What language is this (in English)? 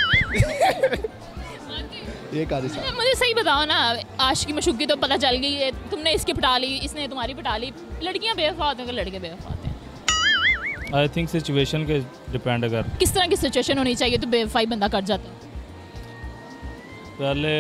Hindi